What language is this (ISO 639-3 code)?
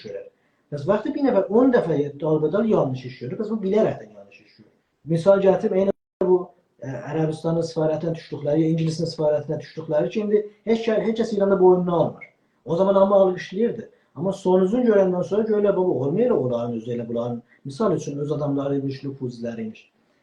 azb